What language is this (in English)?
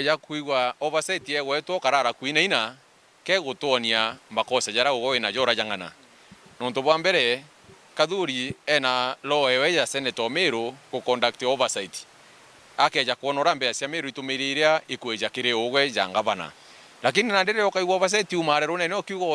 Meru